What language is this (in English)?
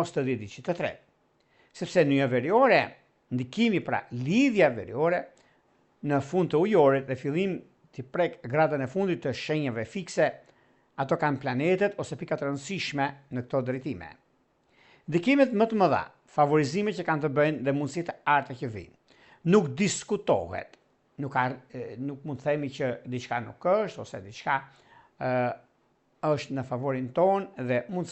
Albanian